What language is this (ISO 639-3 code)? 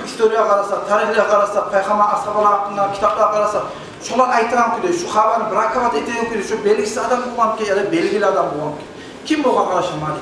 kum